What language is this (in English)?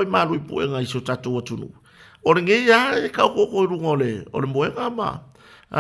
Samoan